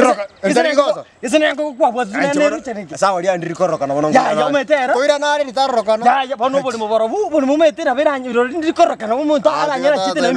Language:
Gusii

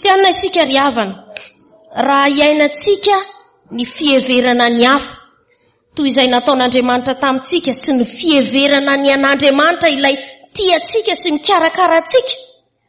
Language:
Malagasy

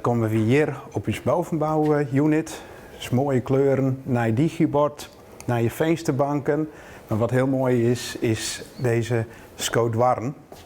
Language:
Western Frisian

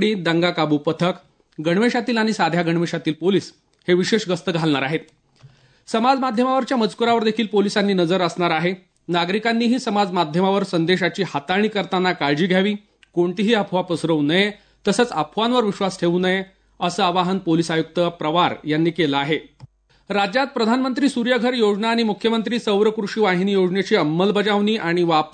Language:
Marathi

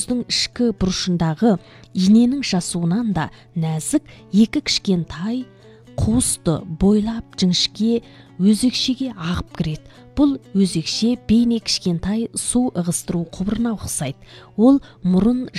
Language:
Kazakh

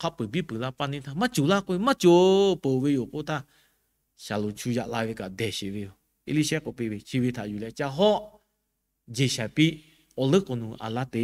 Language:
Lahu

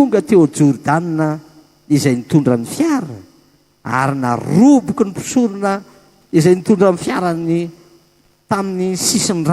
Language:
Malagasy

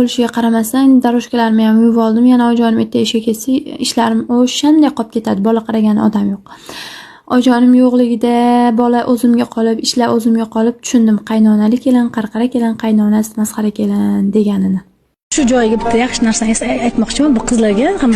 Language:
Uzbek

